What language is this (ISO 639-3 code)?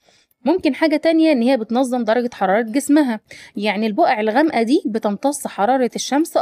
arz